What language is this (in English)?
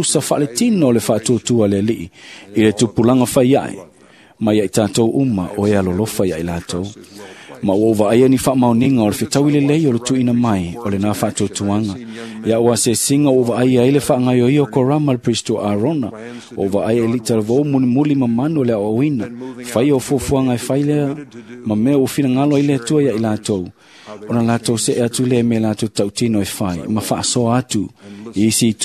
Samoan